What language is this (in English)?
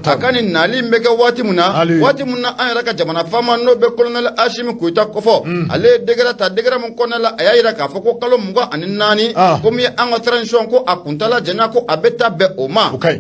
Bambara